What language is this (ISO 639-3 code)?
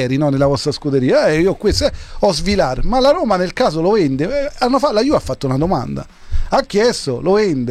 ita